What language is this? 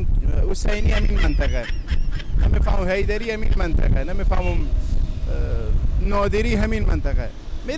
Persian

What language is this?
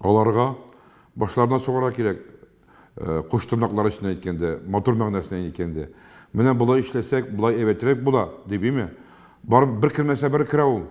Tatar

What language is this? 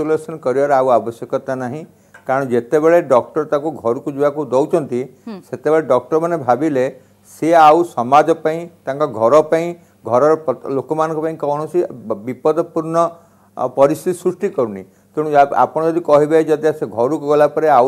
Odia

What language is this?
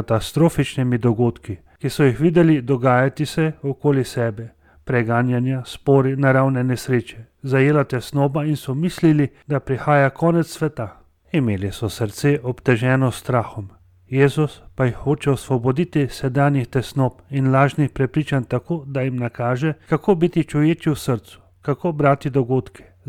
Slovenian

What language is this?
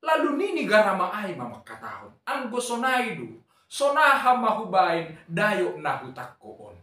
Batak Simalungun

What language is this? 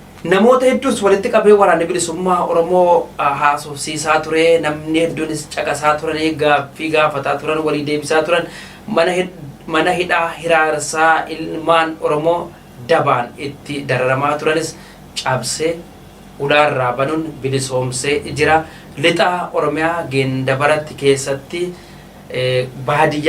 Oromo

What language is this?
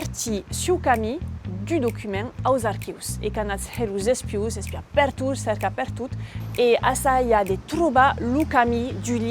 Occitan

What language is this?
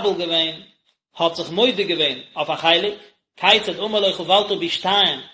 Yiddish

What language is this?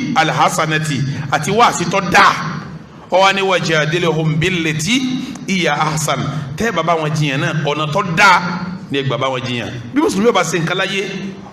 Yoruba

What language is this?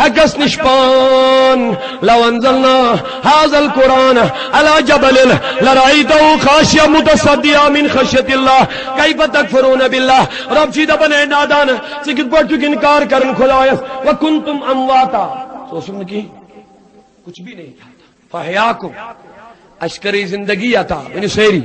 Kashmiri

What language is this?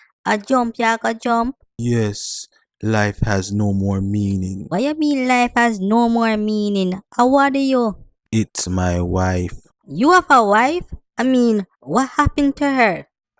Jamaican Creole English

